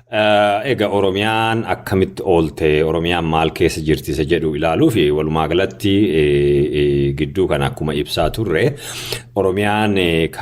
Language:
Oromo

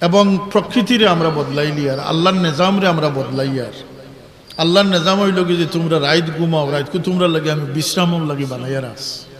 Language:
Sylheti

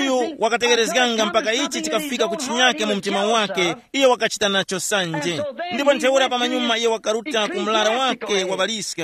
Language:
Tumbuka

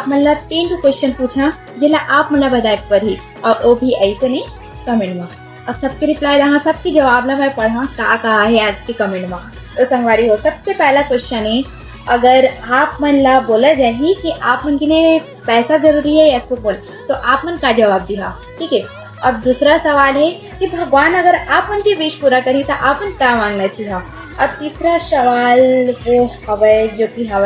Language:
Chhattisgarhi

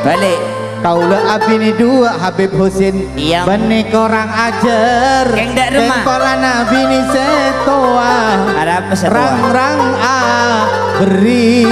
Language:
Madurese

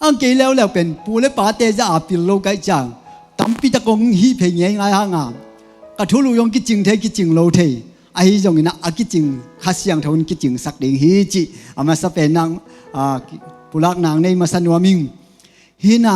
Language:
Tedim Chin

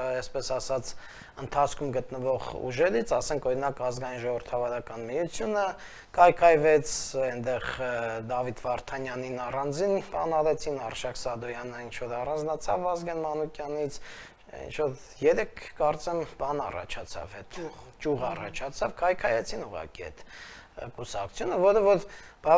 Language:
Armenian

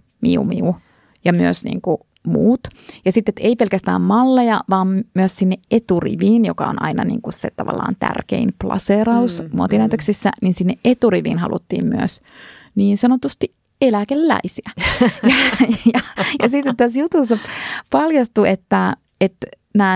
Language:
Finnish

